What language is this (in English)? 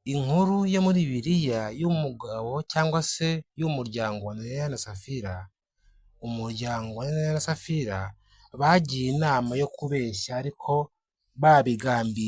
Kinyarwanda